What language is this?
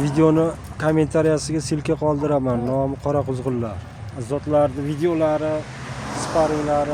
Uzbek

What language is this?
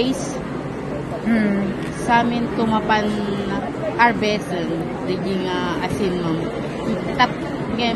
Iloko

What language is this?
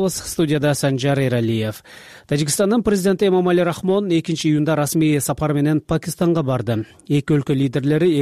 Kyrgyz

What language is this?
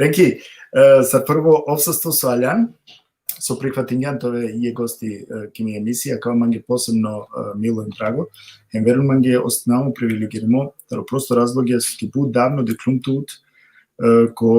Balkan Romani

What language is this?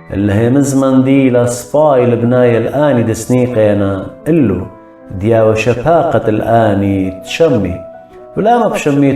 Assyrian Neo-Aramaic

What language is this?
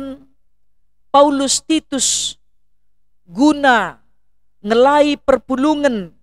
Batak Karo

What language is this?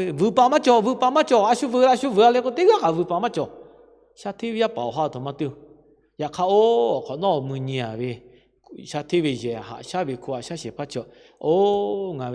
Lahu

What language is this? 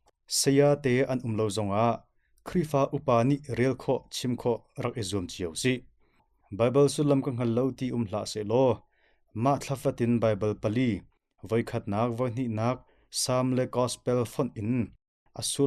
Hakha Chin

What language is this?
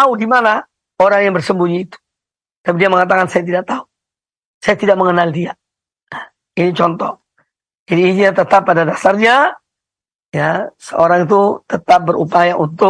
Indonesian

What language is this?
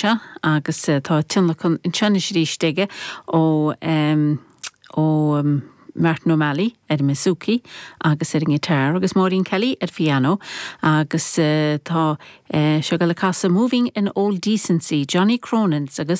Irish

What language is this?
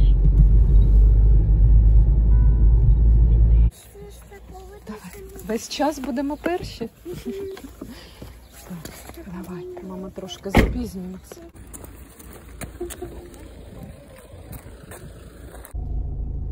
Ukrainian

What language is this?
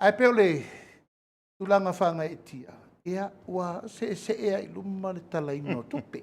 Samoan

